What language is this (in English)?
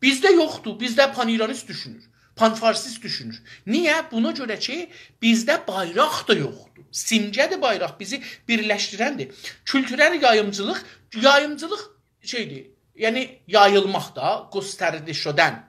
South Azerbaijani